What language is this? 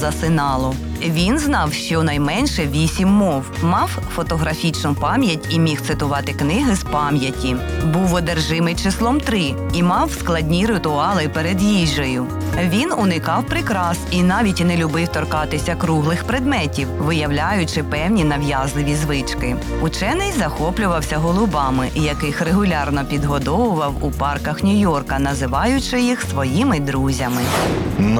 Ukrainian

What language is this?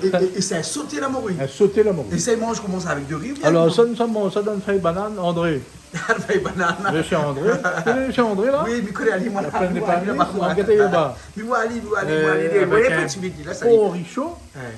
Réunion Creole French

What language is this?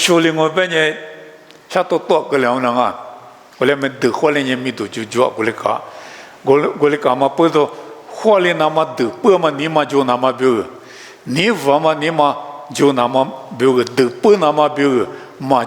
Lisu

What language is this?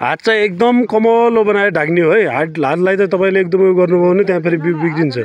Nepali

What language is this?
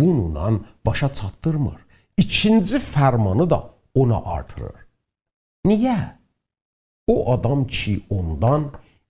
South Azerbaijani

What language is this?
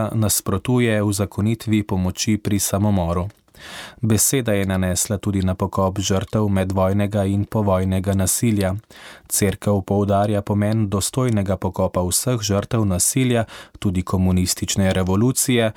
Slovenian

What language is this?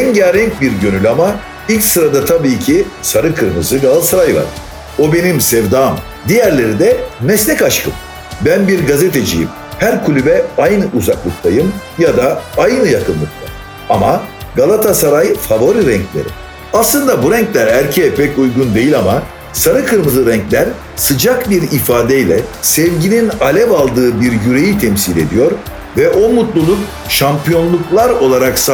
Turkish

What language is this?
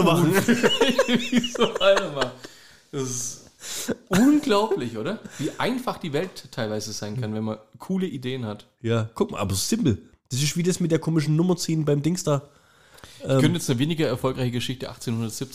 German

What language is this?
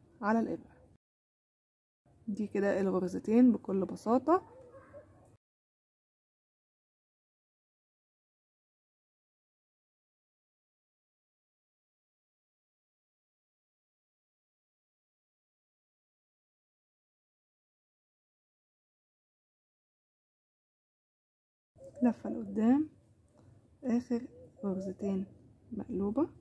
Egyptian Arabic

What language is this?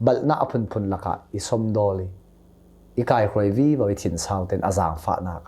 Hakha Chin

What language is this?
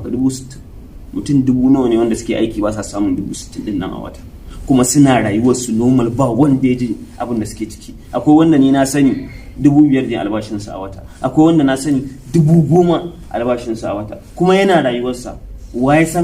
Hausa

